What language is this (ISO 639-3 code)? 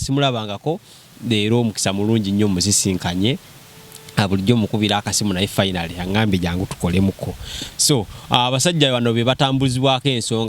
lug